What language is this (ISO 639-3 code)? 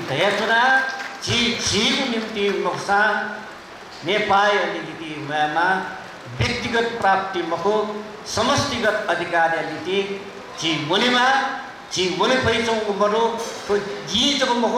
new